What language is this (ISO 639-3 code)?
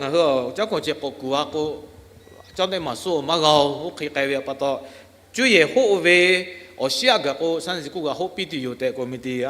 lhu